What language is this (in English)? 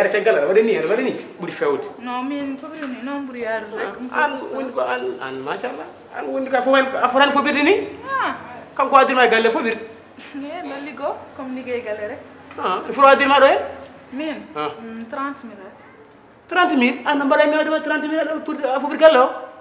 Fula